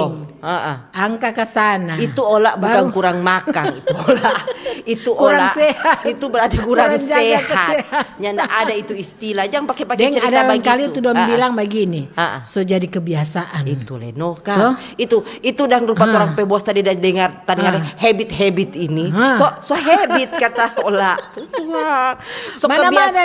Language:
Manado Malay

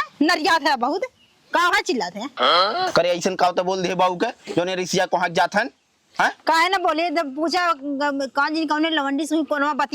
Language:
Awadhi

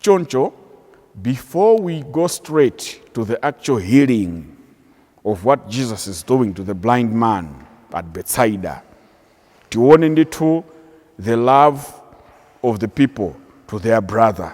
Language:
Nyanja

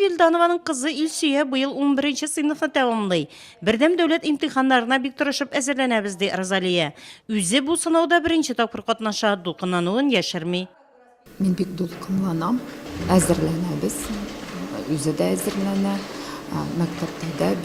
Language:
Tatar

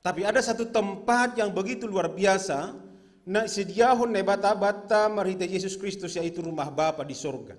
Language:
Batak Simalungun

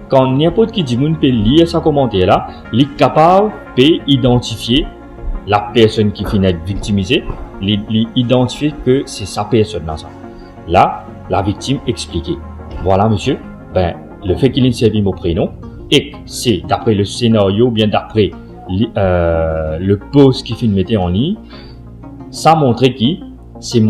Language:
Morisyen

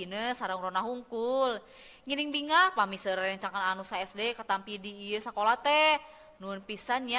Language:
Sundanese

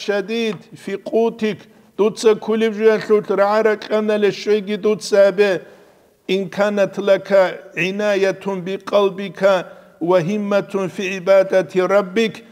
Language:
Avaric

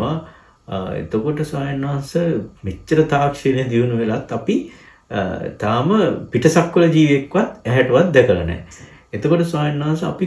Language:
Sinhala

